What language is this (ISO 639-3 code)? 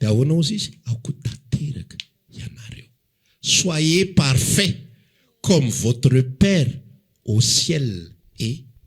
mlg